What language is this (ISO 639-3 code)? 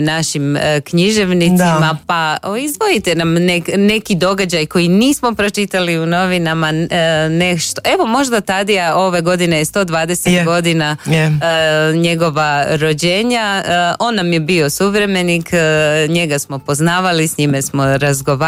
hrv